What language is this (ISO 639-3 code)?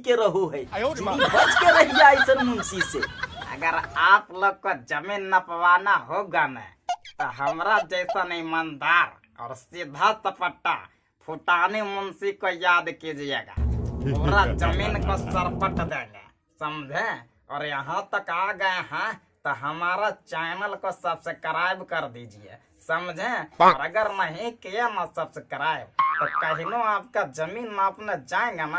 mag